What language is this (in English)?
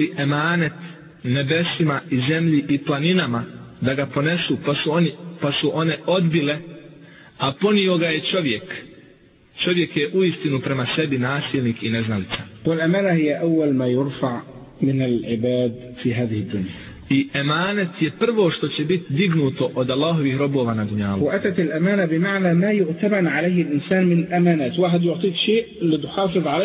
Bosnian